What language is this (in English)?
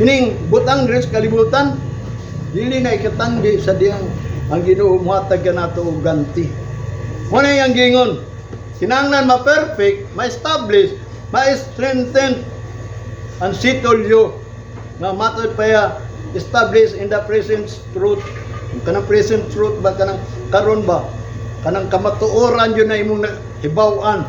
Cebuano